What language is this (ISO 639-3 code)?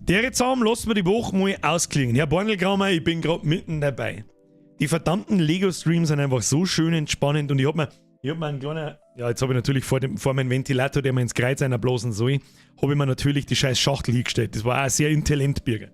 bar